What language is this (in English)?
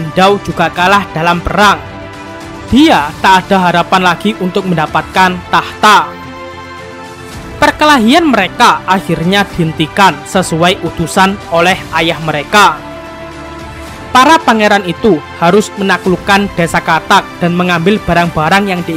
Indonesian